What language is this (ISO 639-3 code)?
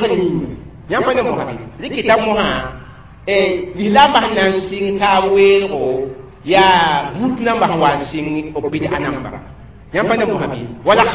mos